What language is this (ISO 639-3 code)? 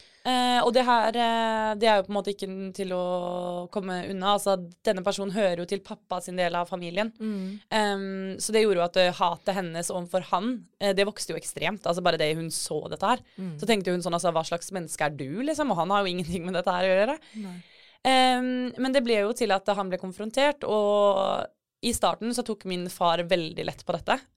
nor